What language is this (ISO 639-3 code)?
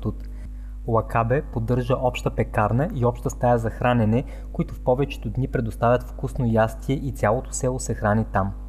bul